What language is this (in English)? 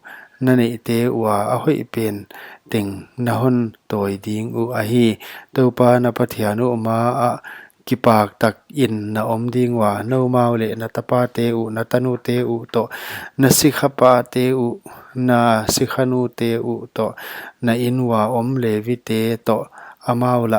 Paite Chin